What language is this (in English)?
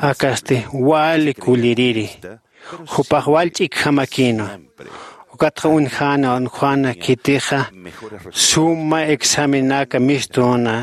Aymara